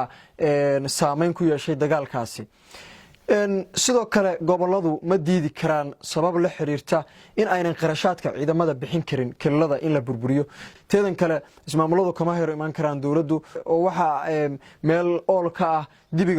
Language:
Somali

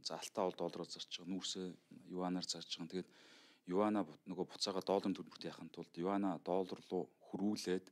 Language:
Mongolian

